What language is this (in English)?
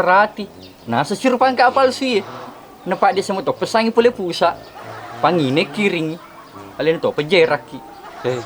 Buginese